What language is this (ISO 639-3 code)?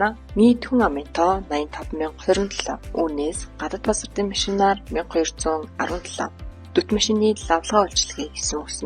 mon